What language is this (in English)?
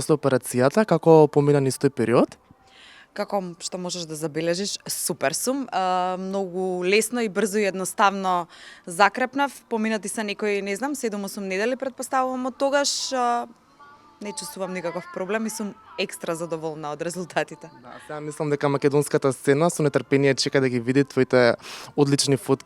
Macedonian